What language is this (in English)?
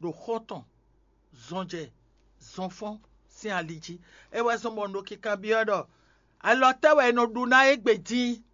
Fon